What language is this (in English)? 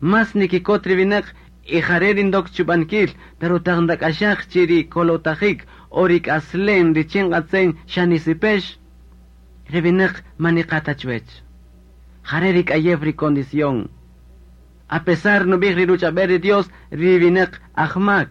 Kaqchikel